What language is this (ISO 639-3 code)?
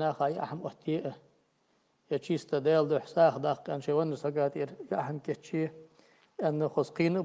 inh